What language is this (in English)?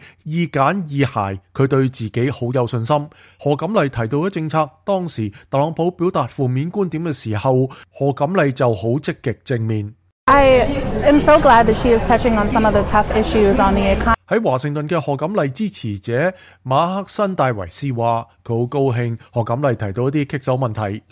Cantonese